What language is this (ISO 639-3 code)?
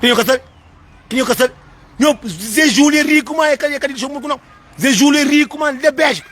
kea